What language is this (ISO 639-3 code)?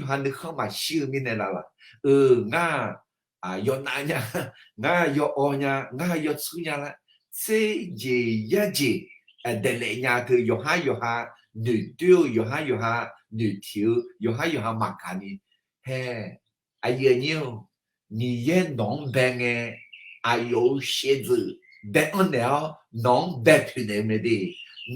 ahk